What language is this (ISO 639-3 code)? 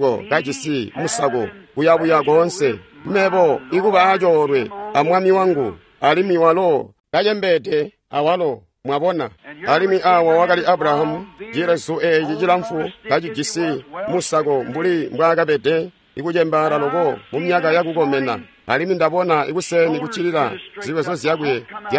toi